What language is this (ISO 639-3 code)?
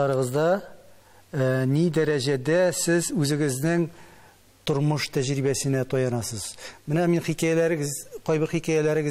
tat